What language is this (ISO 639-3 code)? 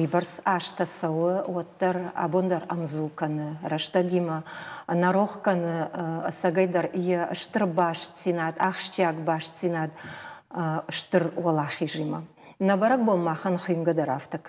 oss